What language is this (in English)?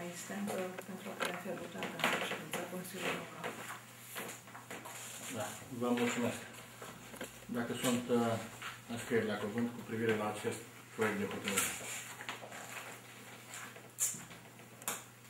Romanian